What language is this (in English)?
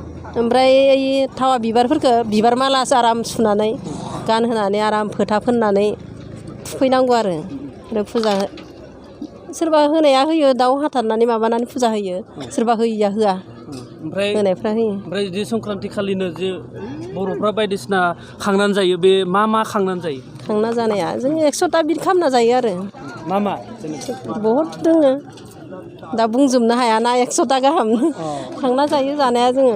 Bodo